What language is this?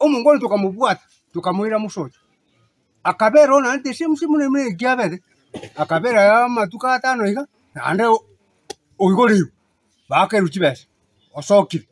Gusii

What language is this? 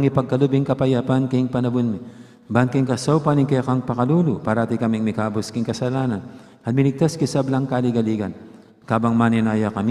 Pampanga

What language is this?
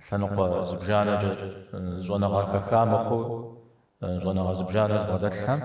Kabardian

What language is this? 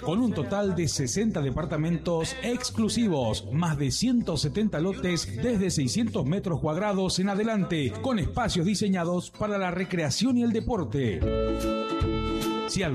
Spanish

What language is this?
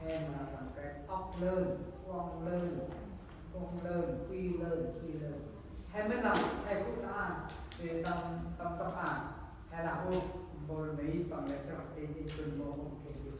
Central Mnong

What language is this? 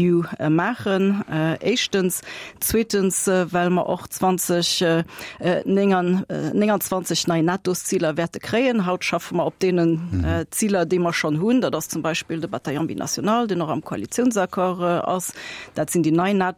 Luxembourgish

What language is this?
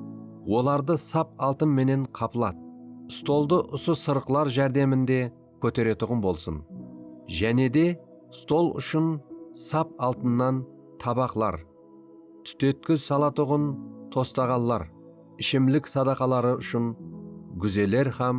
Kara-Kalpak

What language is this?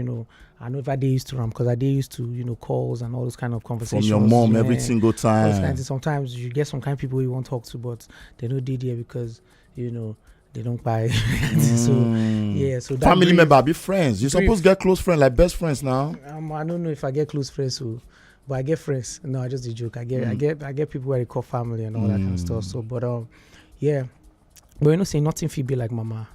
Nigerian Pidgin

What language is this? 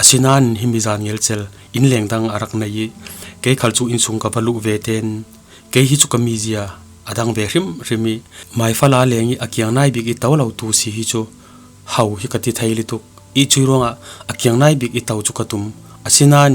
Falam Chin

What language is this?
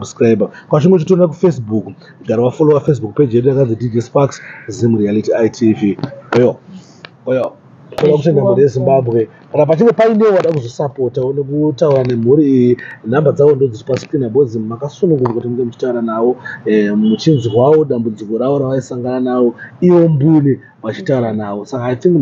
Shona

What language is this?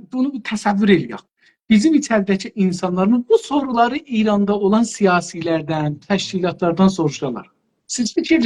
South Azerbaijani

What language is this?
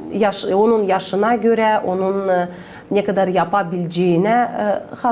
Gagauz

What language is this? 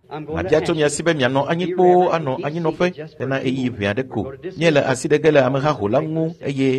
Ewe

